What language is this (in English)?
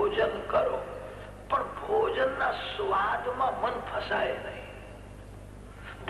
Gujarati